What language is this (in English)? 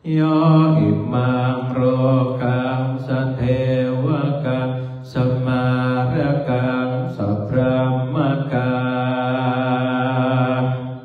Pali